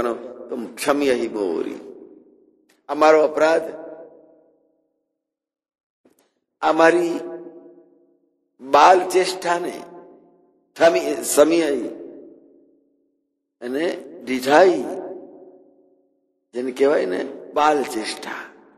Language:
Gujarati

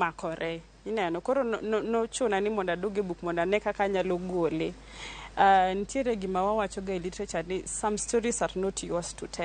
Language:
Luo (Kenya and Tanzania)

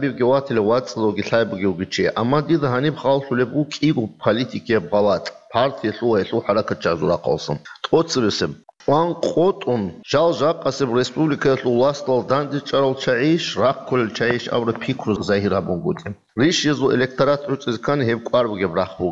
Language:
Avaric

